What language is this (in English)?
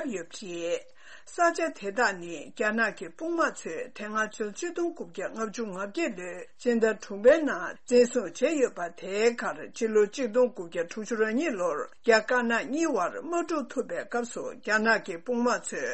Tibetan